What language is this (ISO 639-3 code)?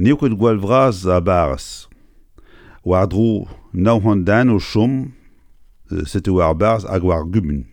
bre